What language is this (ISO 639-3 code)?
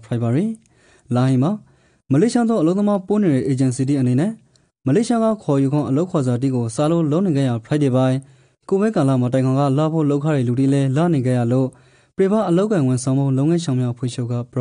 rki